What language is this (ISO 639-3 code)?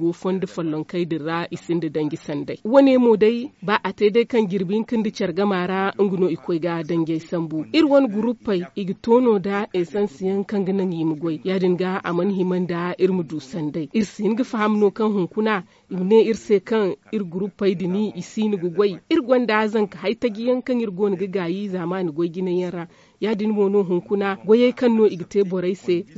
dje